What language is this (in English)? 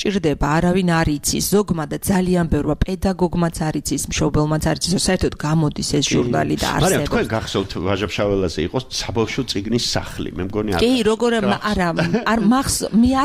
Georgian